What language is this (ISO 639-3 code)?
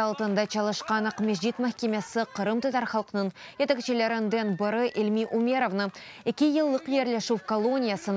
crh